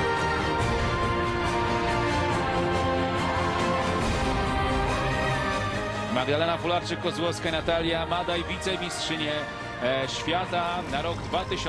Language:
Polish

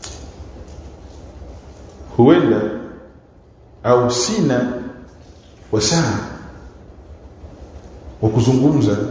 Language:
Swahili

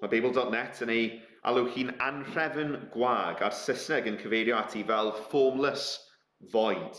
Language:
Welsh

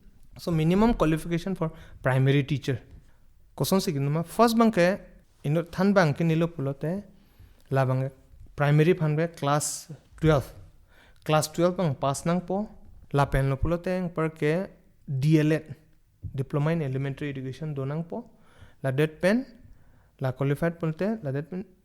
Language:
Karbi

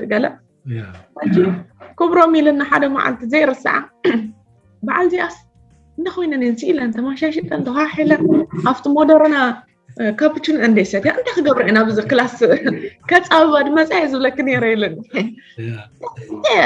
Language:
Tigrinya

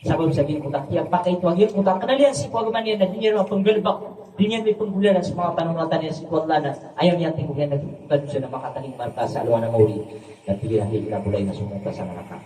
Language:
Maranao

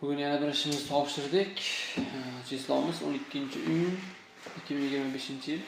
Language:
Uzbek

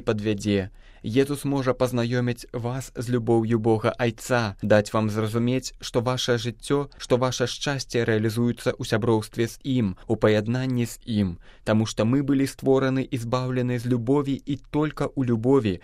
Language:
Belarusian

